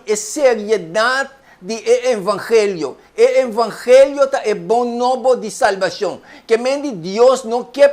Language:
Papiamento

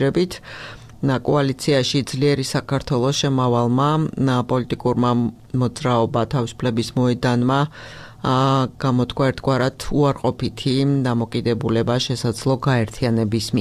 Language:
Georgian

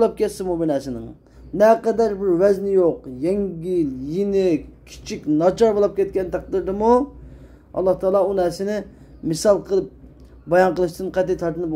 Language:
Uyghur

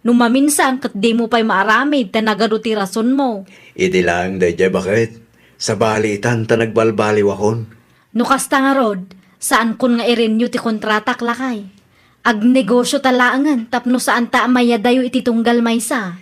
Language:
Iloko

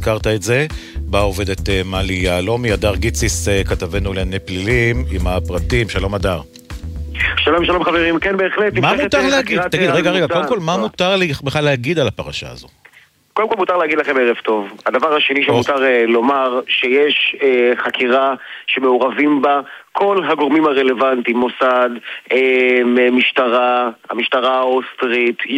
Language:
Hebrew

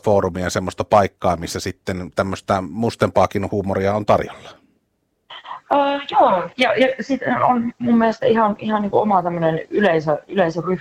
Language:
Finnish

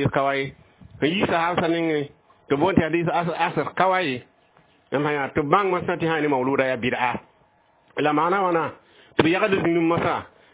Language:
Mossi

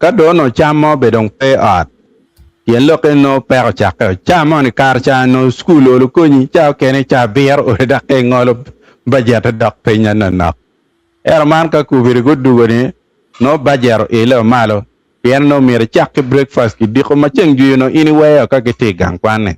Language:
Acoli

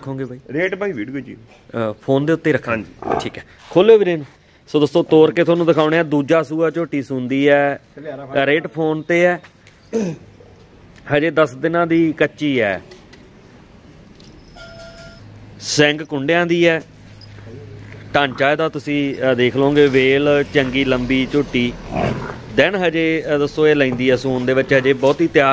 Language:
Punjabi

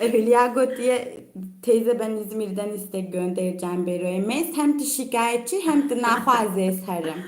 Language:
Kurdish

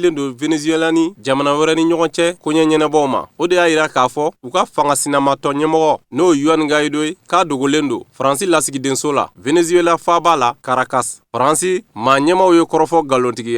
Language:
Bambara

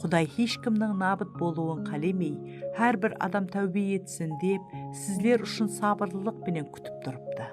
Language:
Kara-Kalpak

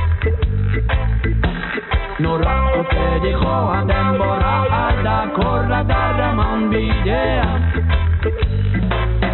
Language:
Basque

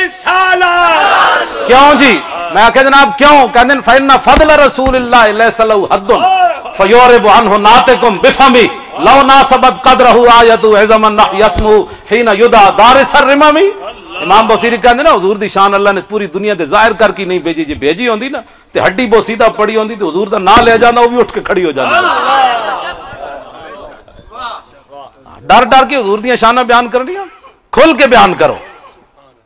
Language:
Western Panjabi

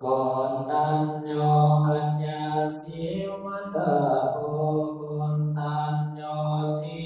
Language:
Pali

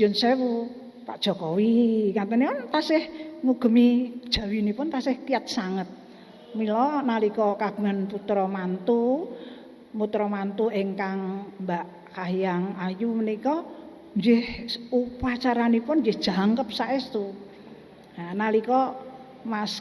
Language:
Javanese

